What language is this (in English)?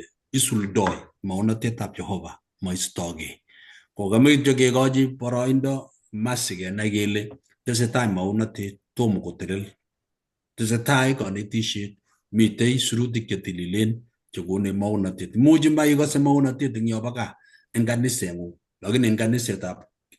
Kalenjin